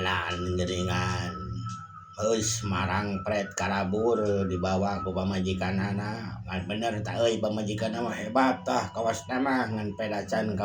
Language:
Sundanese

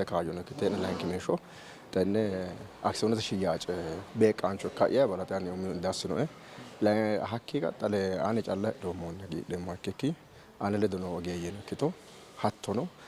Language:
Sidamo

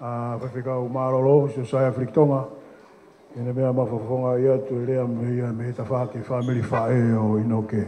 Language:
Tongan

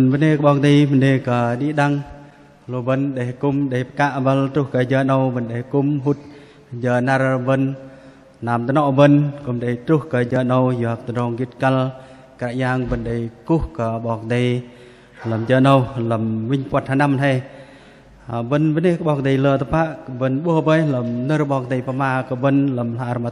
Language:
Bahnar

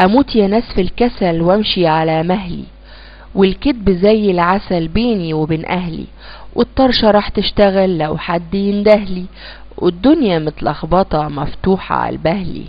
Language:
Egyptian Arabic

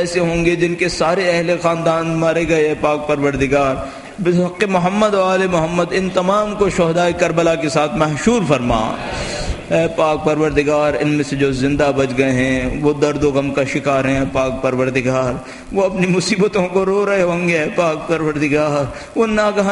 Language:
Urdu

